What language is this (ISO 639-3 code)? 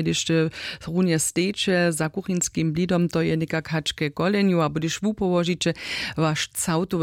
hsb